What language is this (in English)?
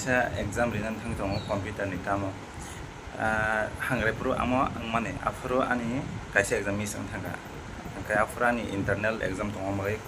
Kok Borok